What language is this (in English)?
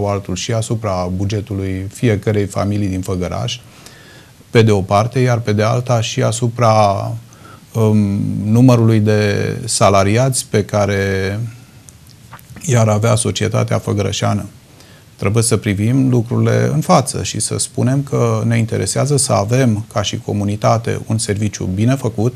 Romanian